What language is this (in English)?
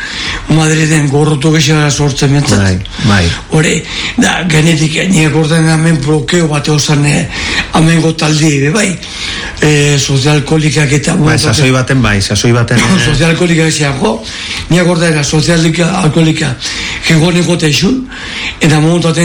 Basque